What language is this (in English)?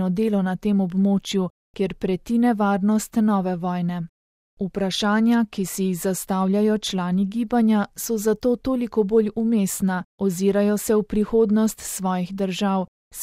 Slovenian